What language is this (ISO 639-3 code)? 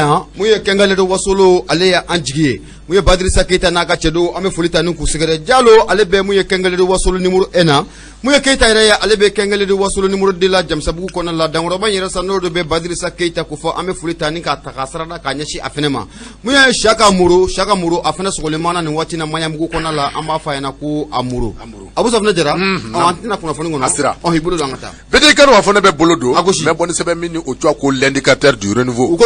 bam